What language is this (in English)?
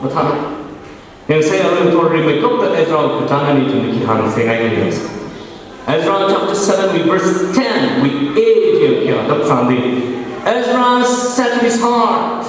Tangkhul Naga (India)